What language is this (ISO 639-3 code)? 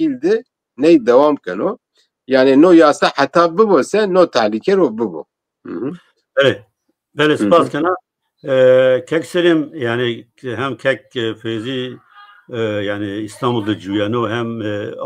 zza